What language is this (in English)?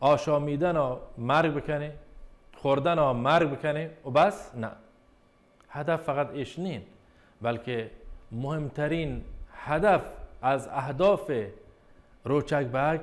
Baluchi